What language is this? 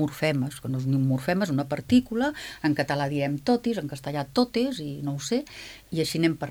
Catalan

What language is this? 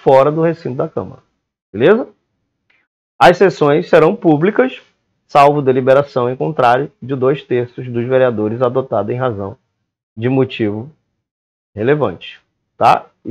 Portuguese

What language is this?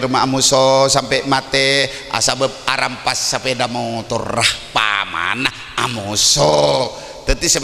Madurese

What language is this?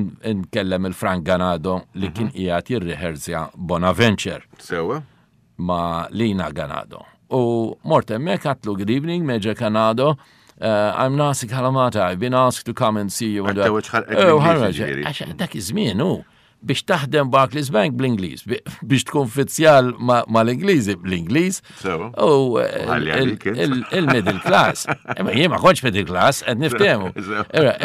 Maltese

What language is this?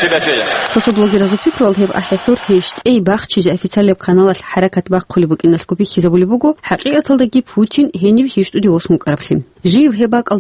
Avaric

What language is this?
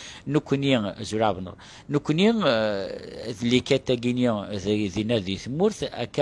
Kabyle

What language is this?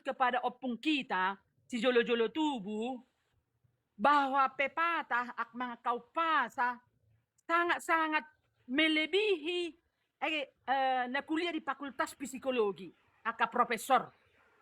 Batak Toba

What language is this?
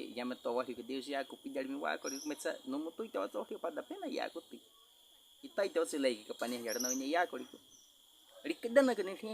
Baniwa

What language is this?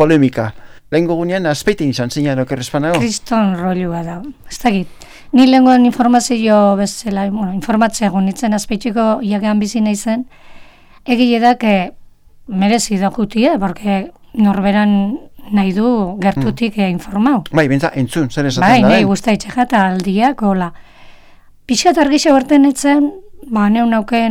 Basque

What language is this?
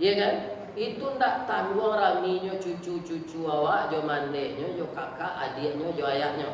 Minangkabau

